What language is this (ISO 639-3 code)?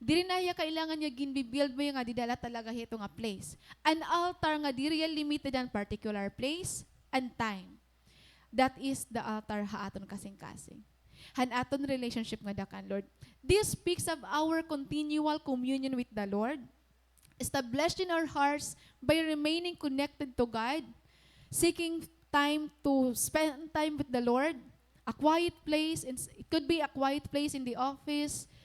war